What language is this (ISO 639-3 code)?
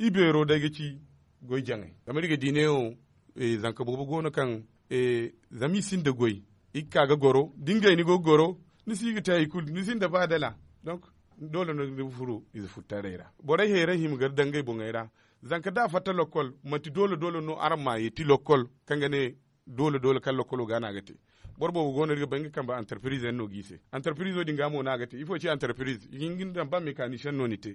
dje